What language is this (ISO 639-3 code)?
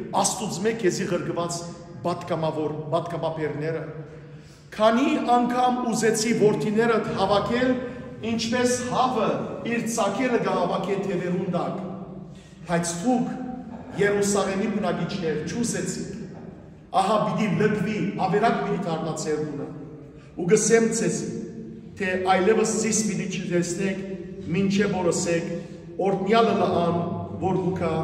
hyw